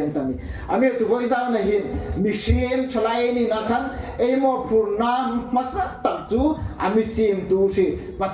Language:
Hmar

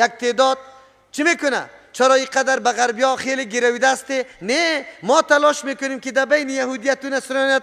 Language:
Persian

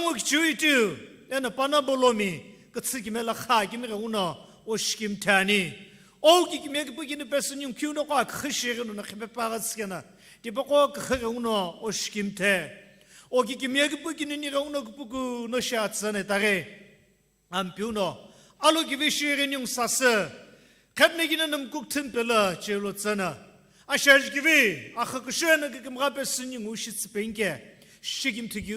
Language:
Sumi Naga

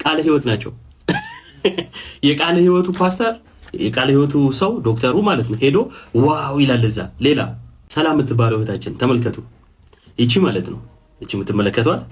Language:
Amharic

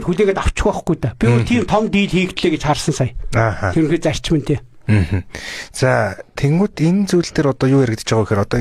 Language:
Mongolian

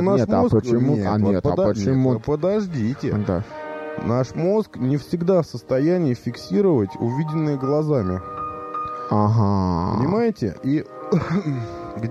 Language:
Russian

